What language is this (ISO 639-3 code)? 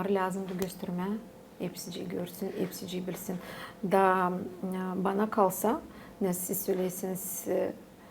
gag